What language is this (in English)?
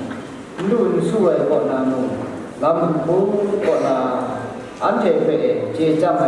Kachin